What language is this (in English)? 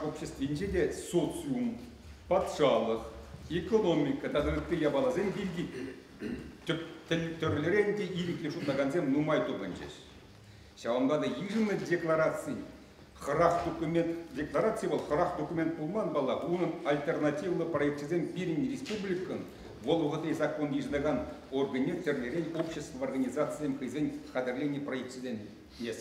Chuvash